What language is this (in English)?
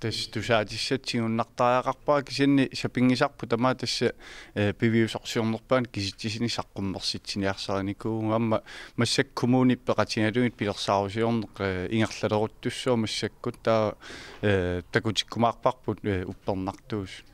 Kalaallisut